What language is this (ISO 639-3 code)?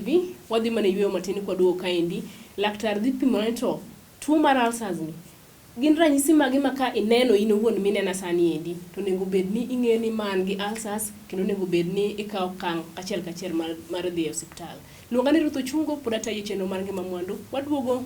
luo